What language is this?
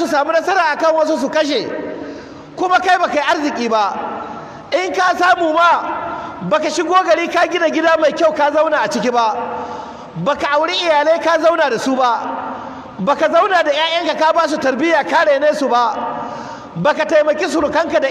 Hausa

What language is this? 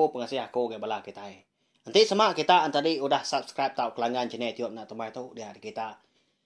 Iban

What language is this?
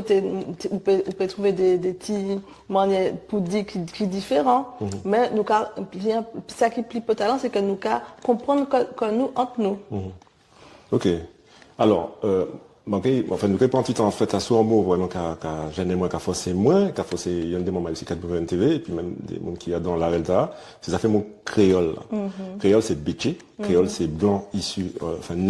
Guadeloupean Creole French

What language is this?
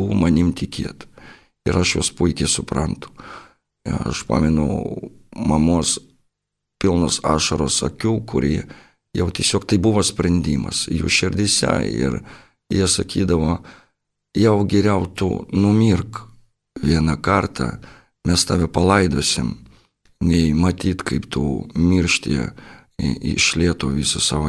Lithuanian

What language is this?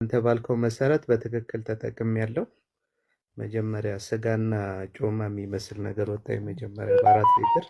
Amharic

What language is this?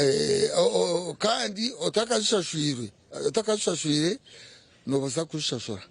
Nyankole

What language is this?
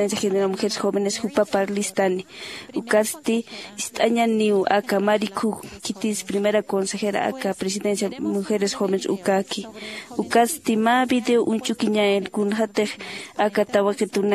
Aymara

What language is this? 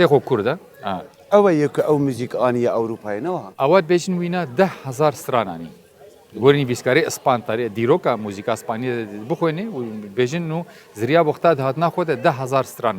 Kurdish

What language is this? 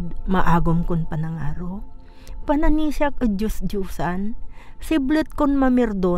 Pangasinan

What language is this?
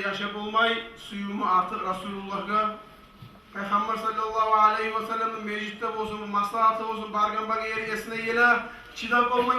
Kumyk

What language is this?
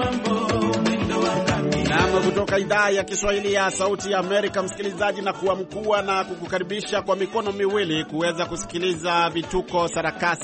Swahili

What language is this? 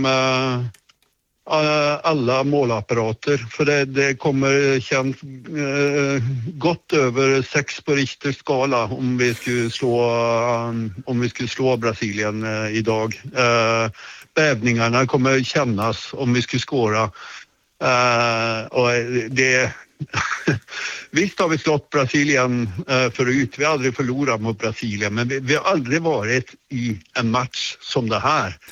Swedish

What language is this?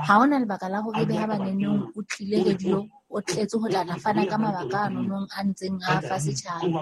Southern Sotho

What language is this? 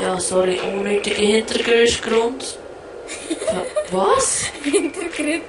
Swiss German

